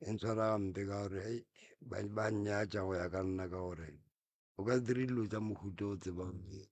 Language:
Northern Sotho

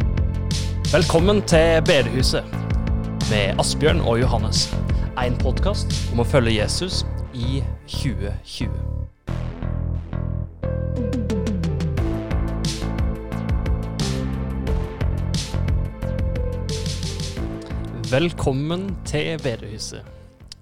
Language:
Norwegian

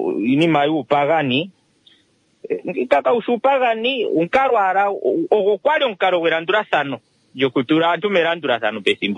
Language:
Kuanyama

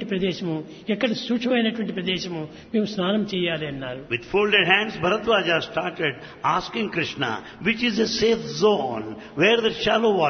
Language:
Telugu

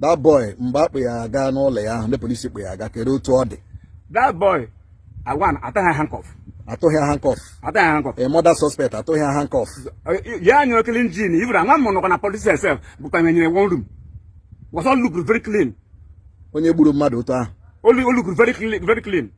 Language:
Igbo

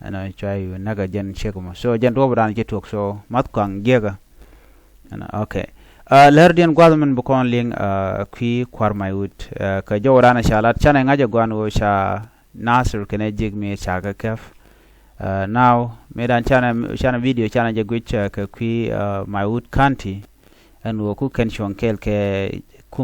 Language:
Nuer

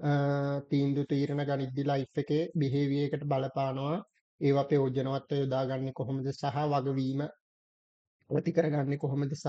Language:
Sinhala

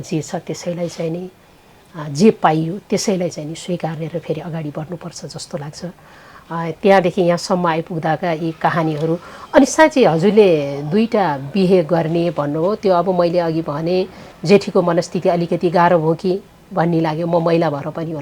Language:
Nepali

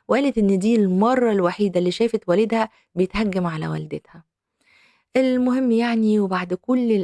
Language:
Egyptian Arabic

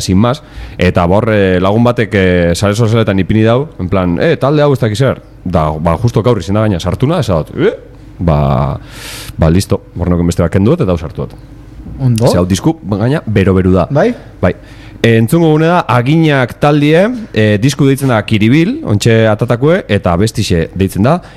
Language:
Basque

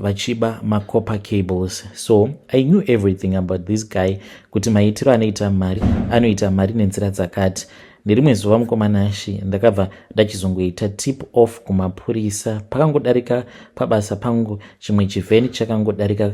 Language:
Shona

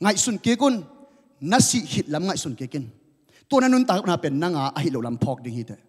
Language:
Tedim Chin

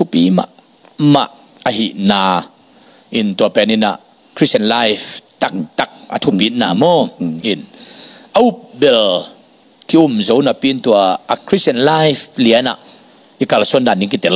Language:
Tedim Chin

